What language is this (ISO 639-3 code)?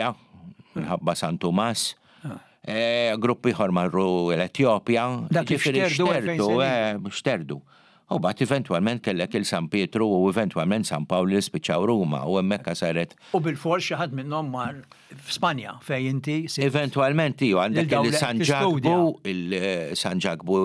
mlt